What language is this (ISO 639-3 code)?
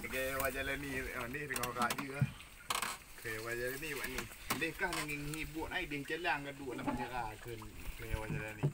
ace